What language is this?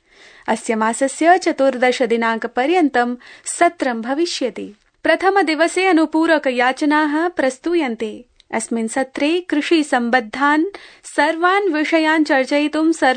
Sanskrit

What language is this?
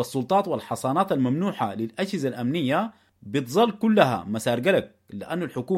Sudanese Arabic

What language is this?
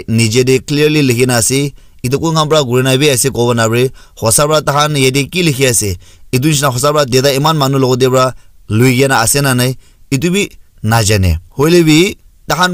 Naga Pidgin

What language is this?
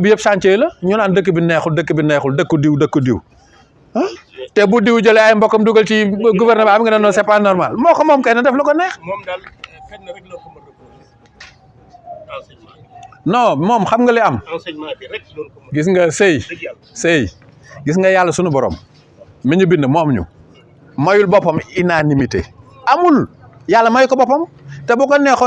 Wolof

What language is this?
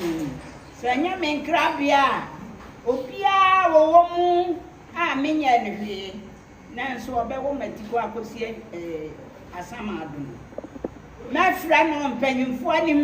Akan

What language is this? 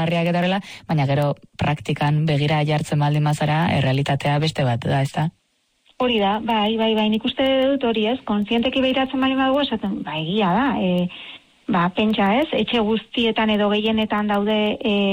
Basque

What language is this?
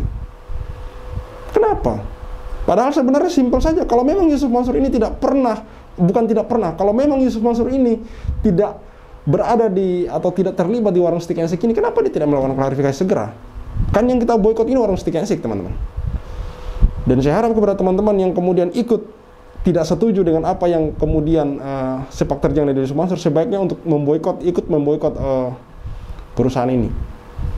Indonesian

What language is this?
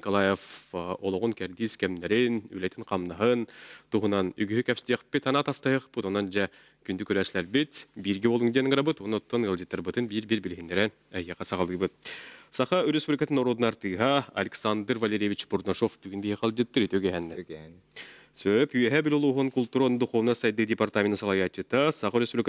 Yakut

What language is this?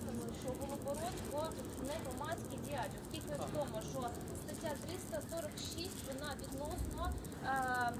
Ukrainian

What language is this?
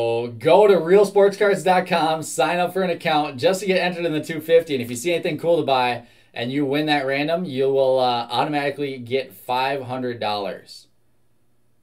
English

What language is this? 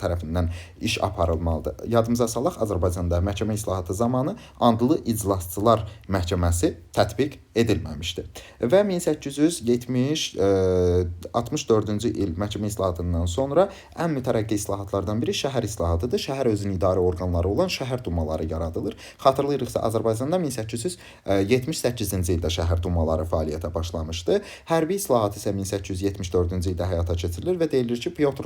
Azerbaijani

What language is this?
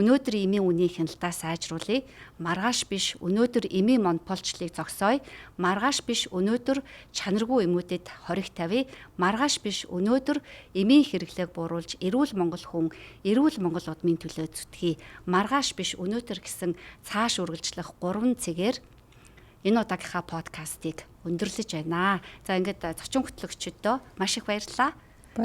Mongolian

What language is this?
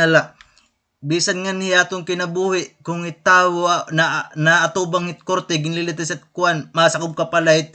Waray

